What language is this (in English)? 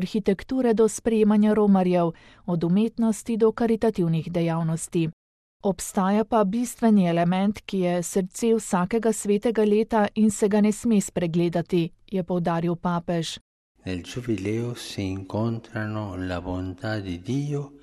Slovenian